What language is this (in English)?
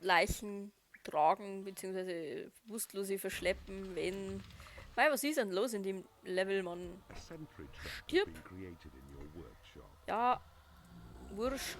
Bavarian